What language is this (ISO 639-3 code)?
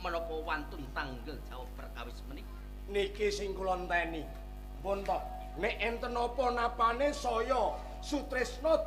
jav